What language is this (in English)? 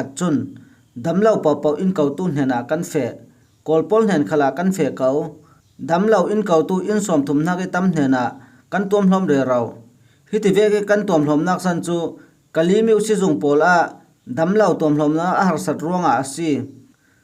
Falam Chin